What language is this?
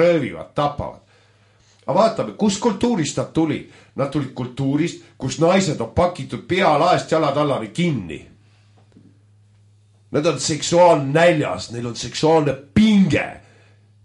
Estonian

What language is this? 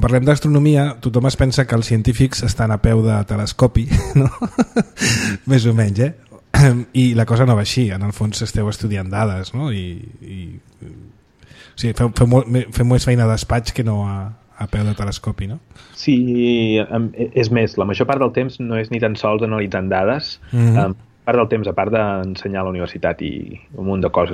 Catalan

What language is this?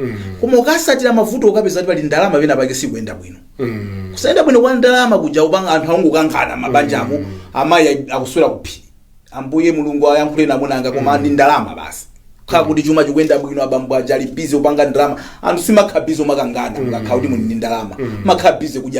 Nyanja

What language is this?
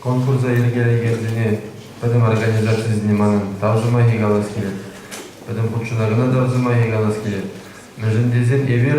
Chuvash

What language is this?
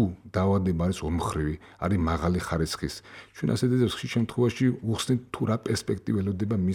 Georgian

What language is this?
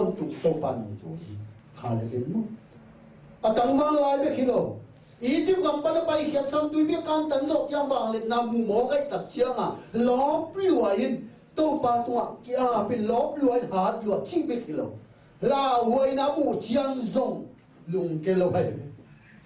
Tedim Chin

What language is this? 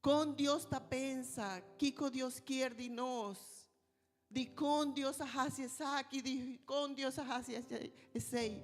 Papiamento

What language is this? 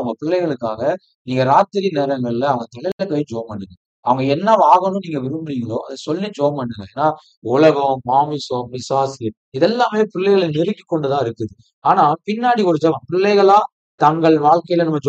Tamil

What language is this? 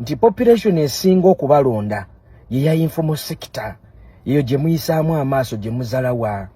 Ganda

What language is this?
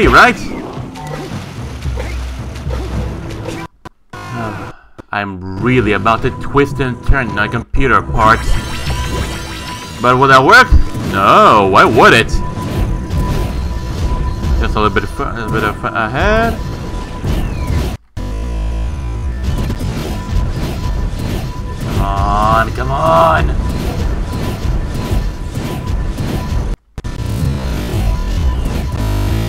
English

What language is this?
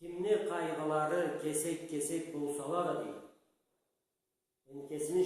Karachay-Balkar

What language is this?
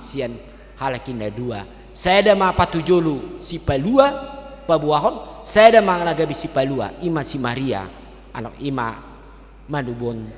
Batak Toba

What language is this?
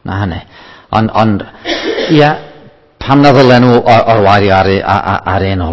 Welsh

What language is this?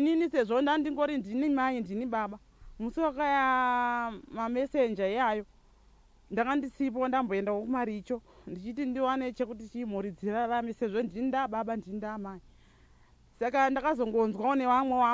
Shona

